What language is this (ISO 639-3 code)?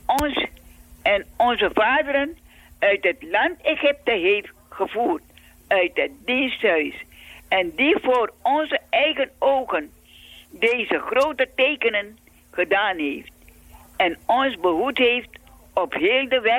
nld